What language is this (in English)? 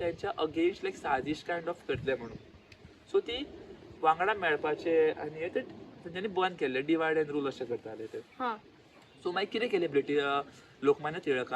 Konkani